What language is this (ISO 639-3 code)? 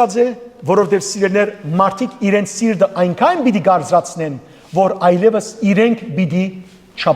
hyw